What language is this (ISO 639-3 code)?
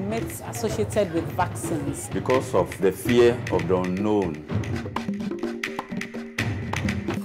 eng